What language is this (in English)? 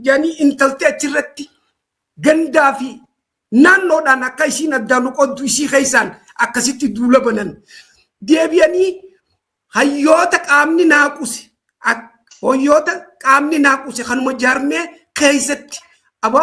Oromo